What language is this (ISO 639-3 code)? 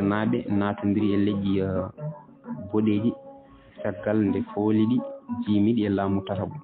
ful